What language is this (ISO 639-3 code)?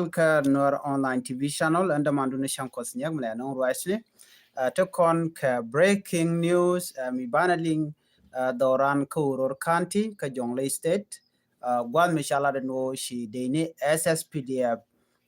nus